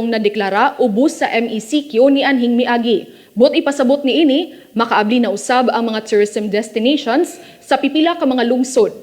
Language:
Cebuano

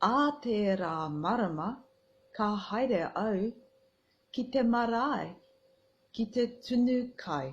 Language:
Māori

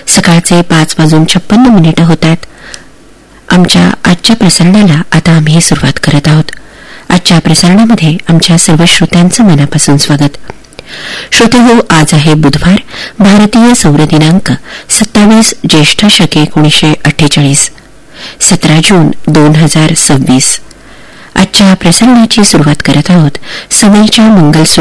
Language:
Marathi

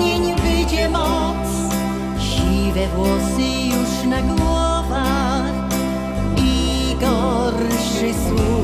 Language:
Silesian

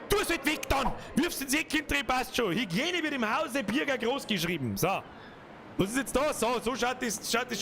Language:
Bavarian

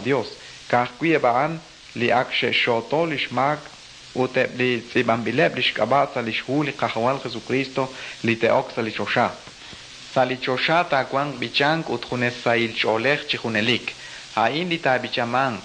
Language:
Kekchí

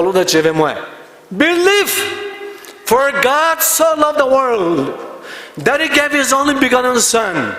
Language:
Poumei Naga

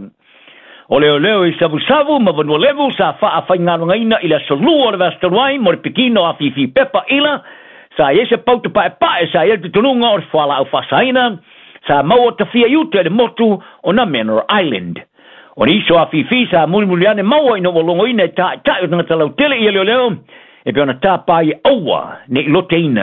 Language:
Samoan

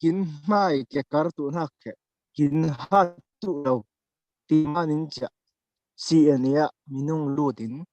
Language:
Falam Chin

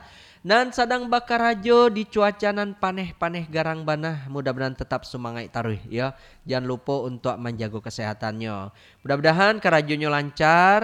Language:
Minangkabau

